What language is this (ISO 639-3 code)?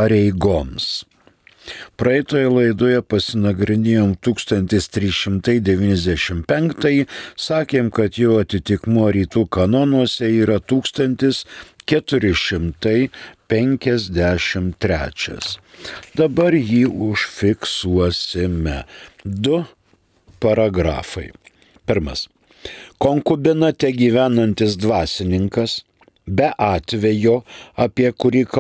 lit